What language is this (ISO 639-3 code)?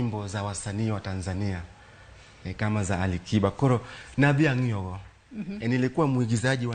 luo